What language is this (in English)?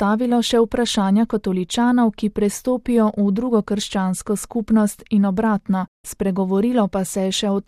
Slovenian